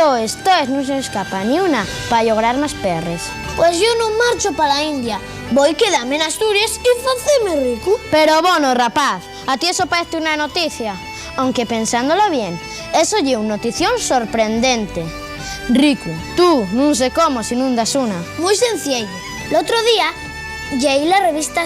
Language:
Asturian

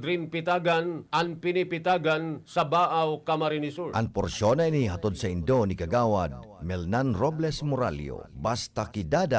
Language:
Bikol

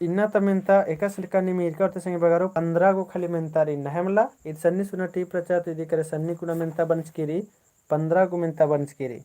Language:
Kurukh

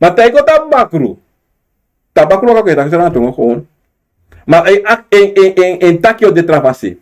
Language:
Sranan Tongo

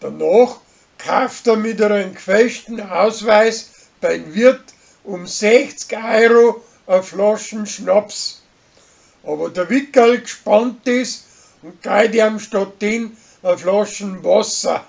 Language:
Bavarian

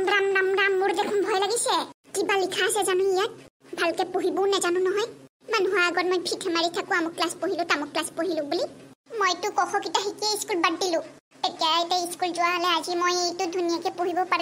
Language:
Assamese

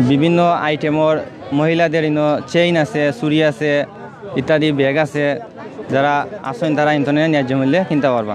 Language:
Sylheti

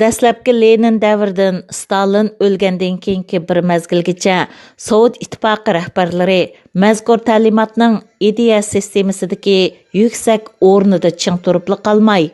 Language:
Uyghur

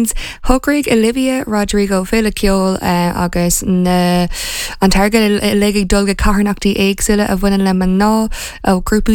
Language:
Irish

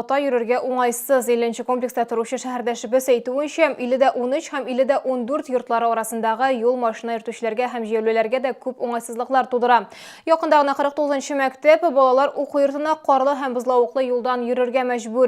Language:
Tatar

